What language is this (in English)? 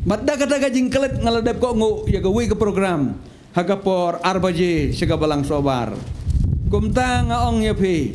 Khasi